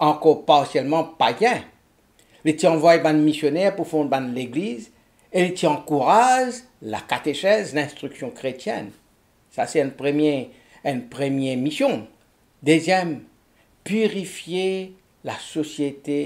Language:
Morisyen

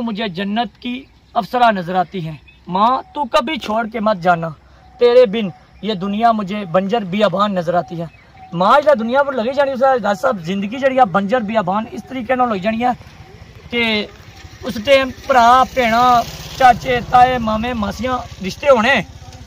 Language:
Pahari-Potwari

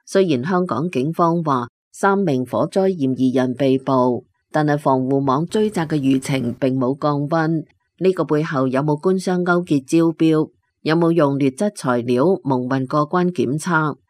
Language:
Cantonese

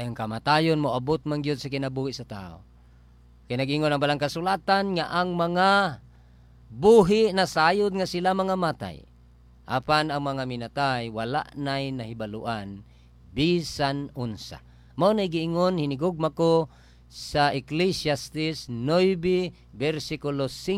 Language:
Cebuano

